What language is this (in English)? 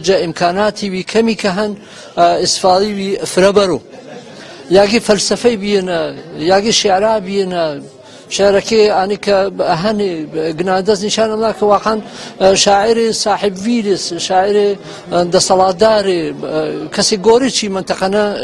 Gurani